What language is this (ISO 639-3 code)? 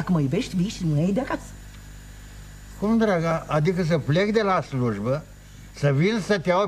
ron